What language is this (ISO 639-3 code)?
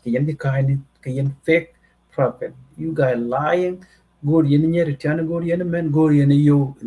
nus